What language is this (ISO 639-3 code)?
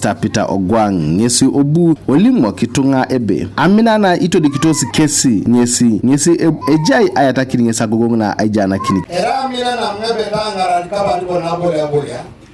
teo